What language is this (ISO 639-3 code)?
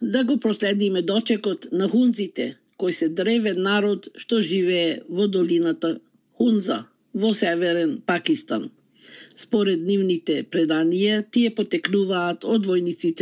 mkd